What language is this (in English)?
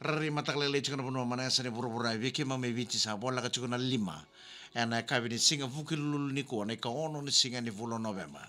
Fijian